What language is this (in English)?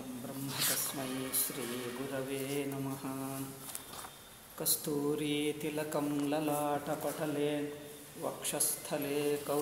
Kannada